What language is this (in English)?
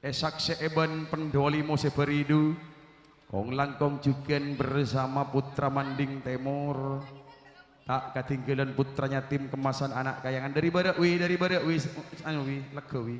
Madurese